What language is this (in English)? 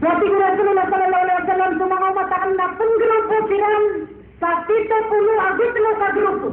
Maranao